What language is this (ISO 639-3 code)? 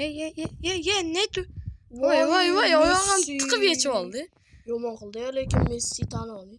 uzb